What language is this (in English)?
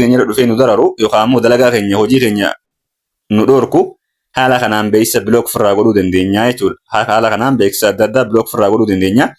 Oromo